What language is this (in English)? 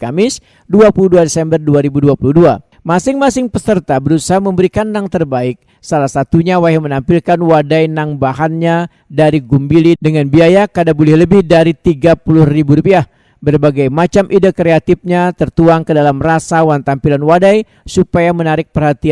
Banjar